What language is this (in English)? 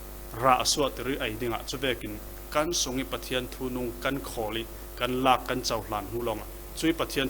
Falam Chin